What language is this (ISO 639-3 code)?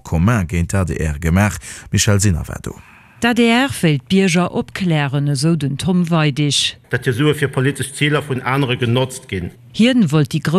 ltz